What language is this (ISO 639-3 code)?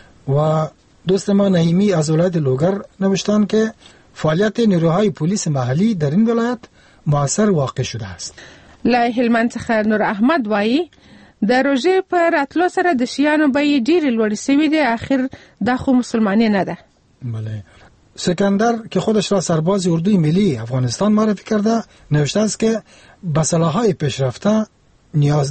fas